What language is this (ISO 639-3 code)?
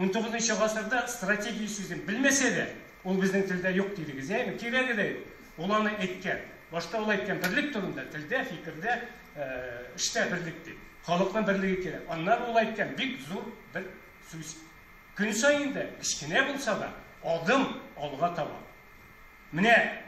tat